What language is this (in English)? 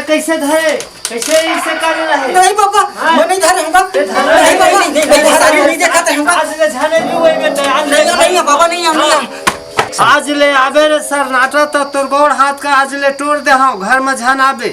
Chhattisgarhi